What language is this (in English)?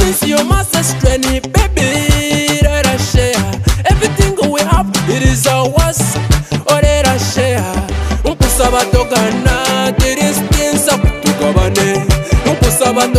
Kinyarwanda